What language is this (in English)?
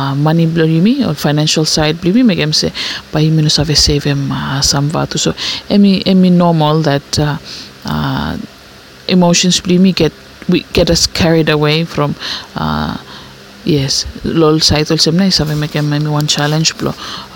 Bislama